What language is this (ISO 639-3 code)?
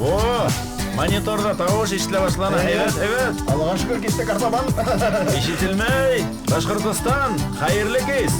bak